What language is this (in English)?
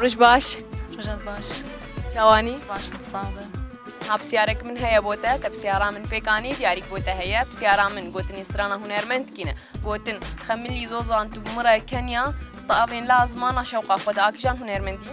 Kurdish